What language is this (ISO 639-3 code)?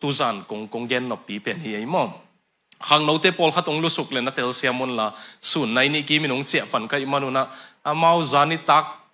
ctd